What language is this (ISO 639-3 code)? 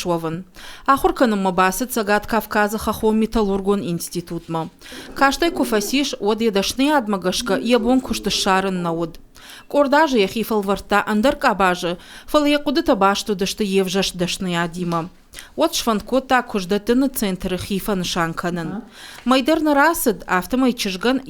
oss